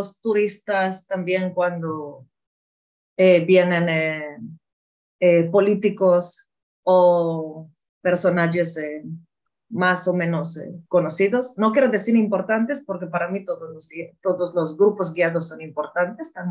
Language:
Ladino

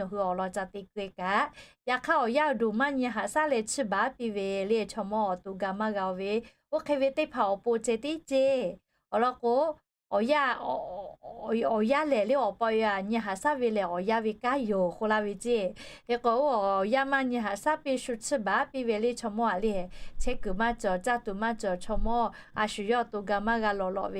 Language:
Lahu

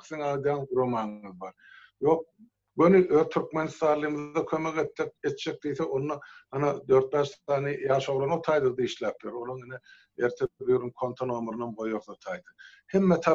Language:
Turkmen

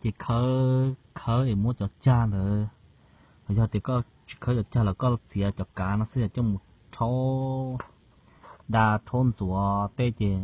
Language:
Hmong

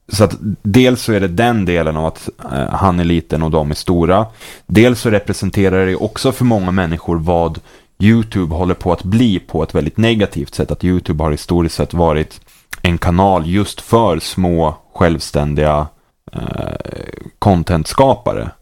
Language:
Swedish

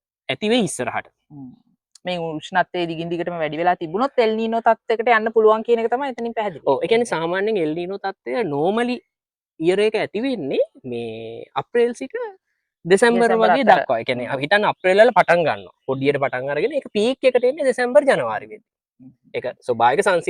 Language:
Sinhala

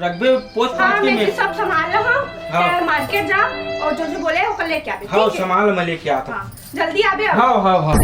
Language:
Chhattisgarhi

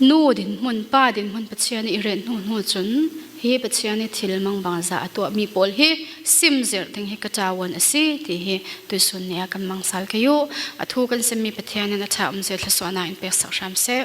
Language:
Falam Chin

